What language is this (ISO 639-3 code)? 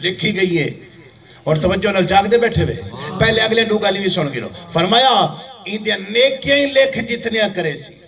skr